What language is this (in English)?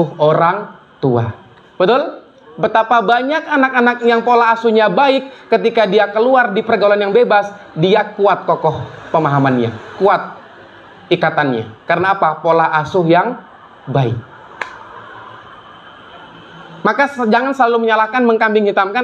Indonesian